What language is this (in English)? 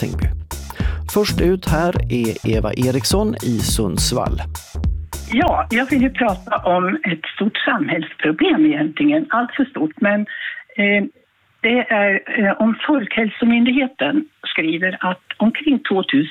Swedish